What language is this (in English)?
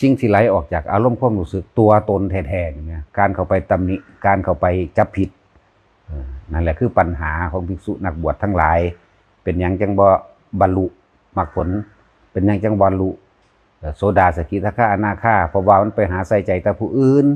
Northeastern Thai